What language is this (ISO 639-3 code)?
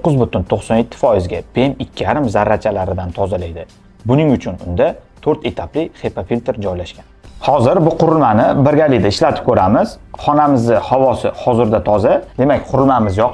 uzb